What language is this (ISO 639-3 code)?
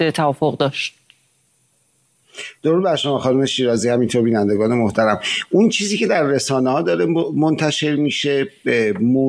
fas